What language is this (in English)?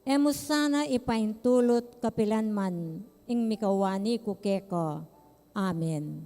Pampanga